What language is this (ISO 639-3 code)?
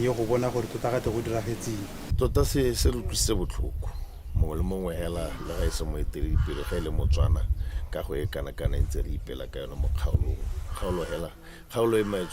tsn